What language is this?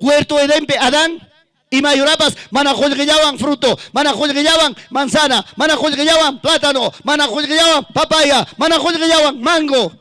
Ayacucho Quechua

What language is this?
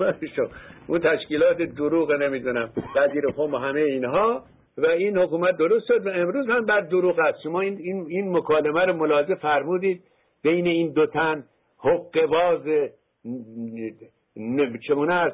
Persian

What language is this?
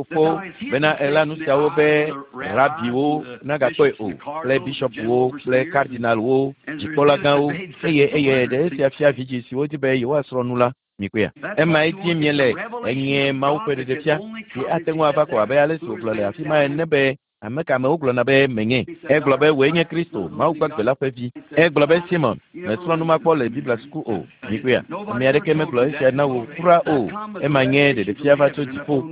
Ewe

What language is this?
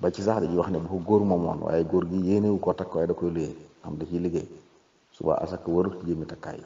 Wolof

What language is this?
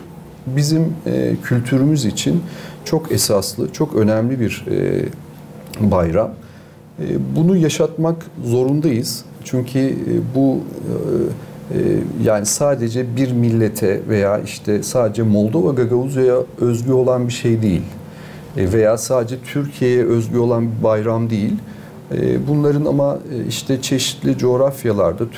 Gagauz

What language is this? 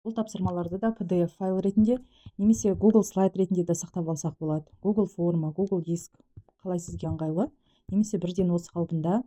Kazakh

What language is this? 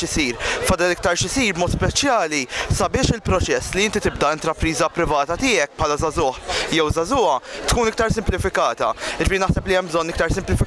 Maltese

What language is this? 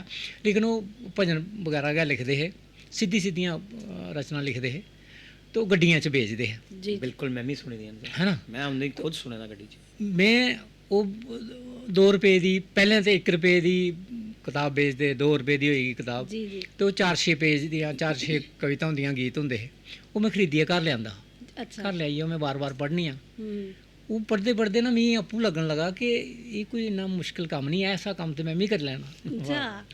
Dogri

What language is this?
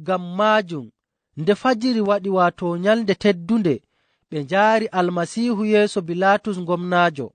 Fula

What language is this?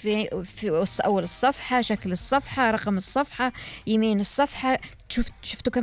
Gulf Arabic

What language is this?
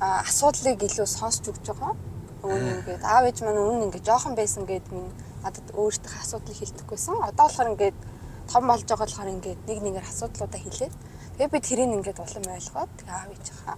Mongolian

